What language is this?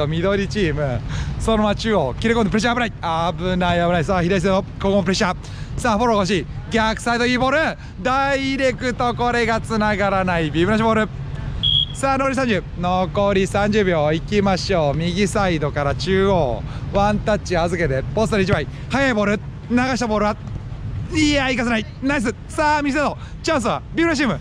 Japanese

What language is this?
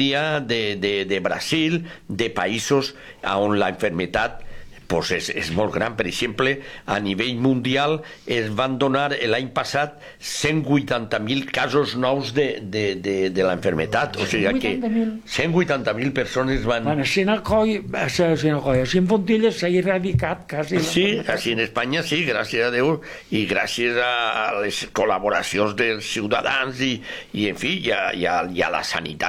Catalan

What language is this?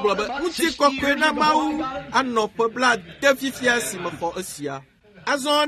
Ewe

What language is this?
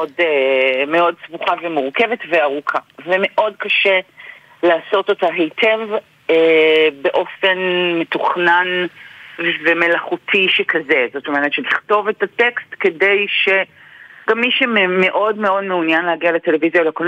Hebrew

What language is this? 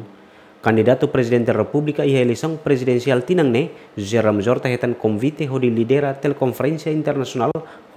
Tetum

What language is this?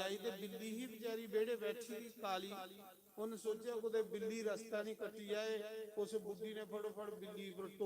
Dogri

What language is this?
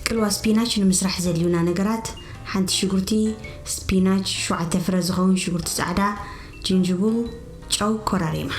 Tigrinya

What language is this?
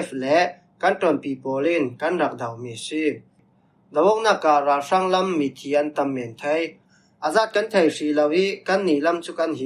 Falam Chin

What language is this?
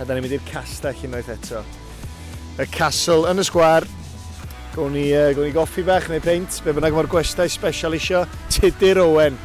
Welsh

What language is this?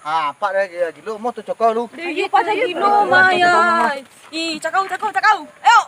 Minangkabau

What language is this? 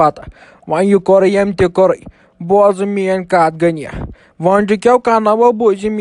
Kashmiri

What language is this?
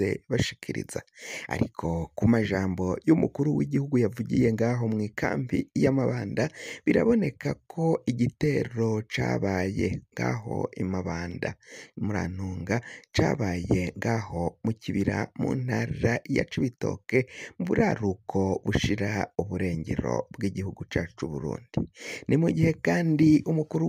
Rundi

